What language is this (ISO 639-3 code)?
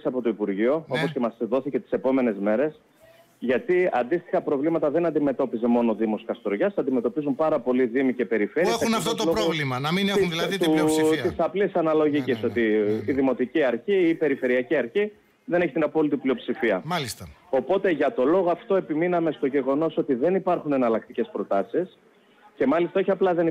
ell